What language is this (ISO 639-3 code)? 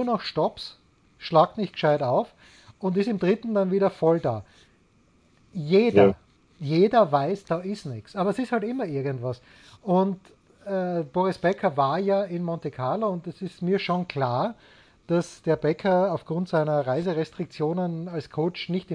deu